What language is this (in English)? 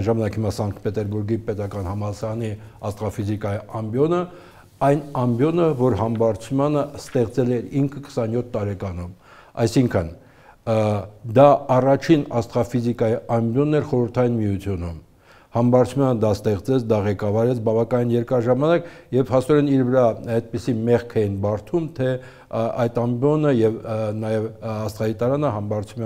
Armenian